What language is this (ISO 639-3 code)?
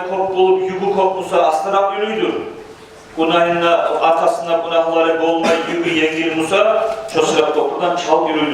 kum